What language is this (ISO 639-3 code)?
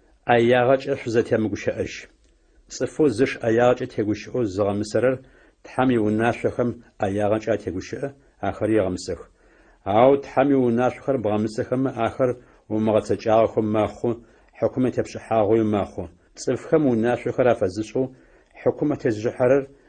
ady